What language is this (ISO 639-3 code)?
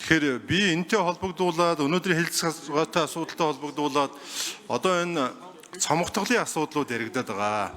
mon